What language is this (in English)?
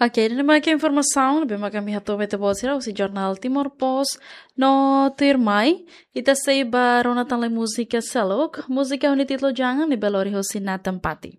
Tetum